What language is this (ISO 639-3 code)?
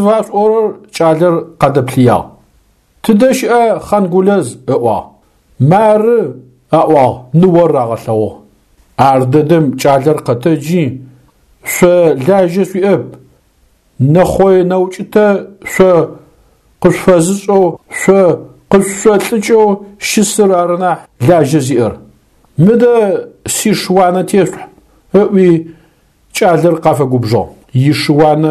ady